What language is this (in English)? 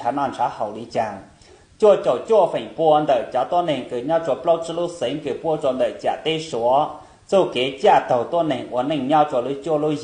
Hmong